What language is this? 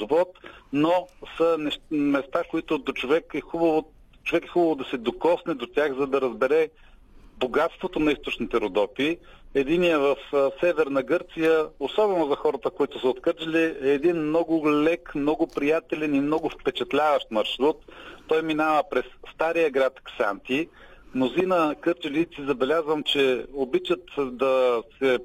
Bulgarian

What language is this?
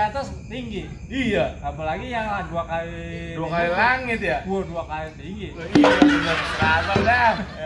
Betawi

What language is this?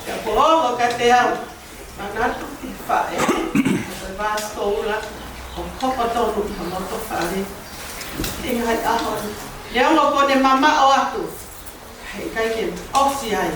Tongan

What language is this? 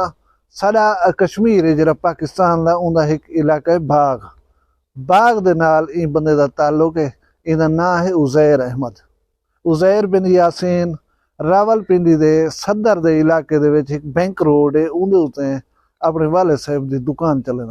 Saraiki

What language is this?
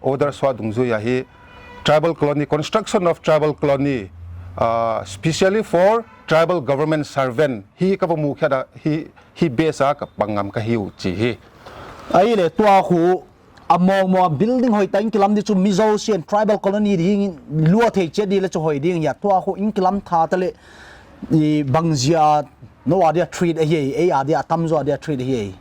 Paite Chin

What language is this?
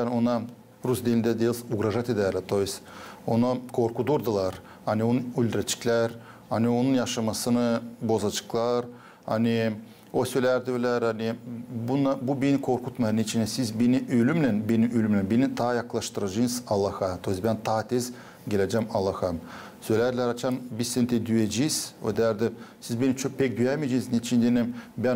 Gagauz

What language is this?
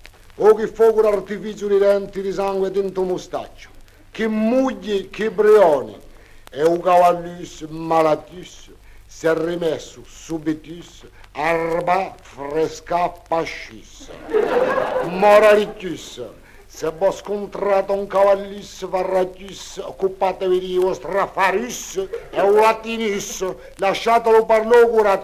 Corsican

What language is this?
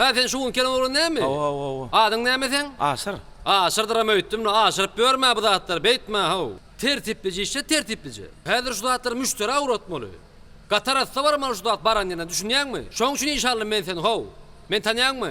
Turkmen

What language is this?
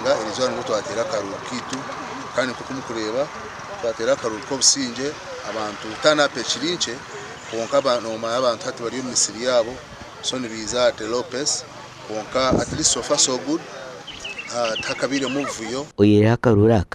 Nyankole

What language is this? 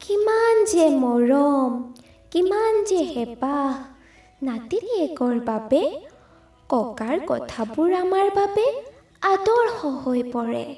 Assamese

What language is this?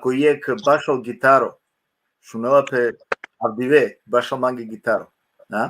Balkan Romani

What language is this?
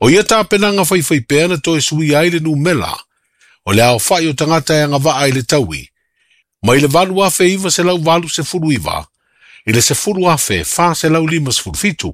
Samoan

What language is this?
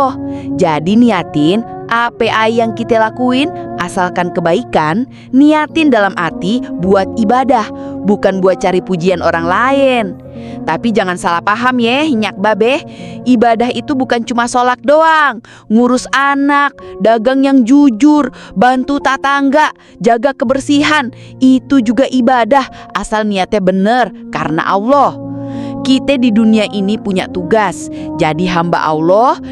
Betawi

